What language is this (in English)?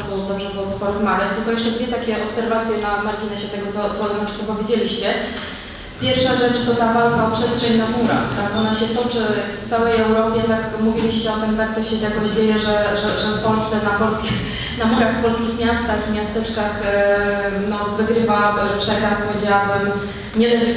Polish